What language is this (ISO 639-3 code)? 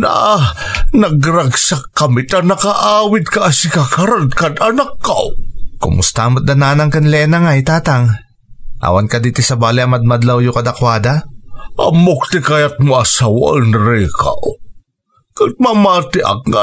ilo